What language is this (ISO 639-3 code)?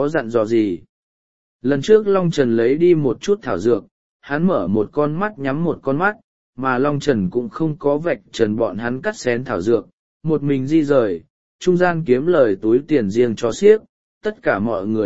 vie